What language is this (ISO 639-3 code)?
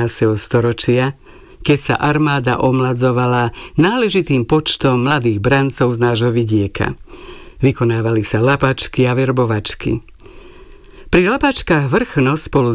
slk